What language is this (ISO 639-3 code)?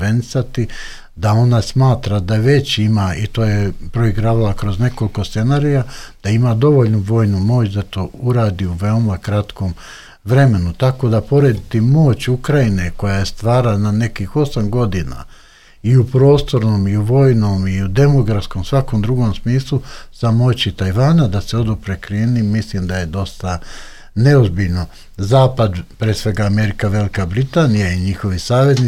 srp